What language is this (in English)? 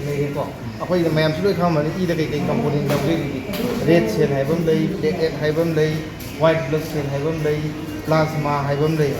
Manipuri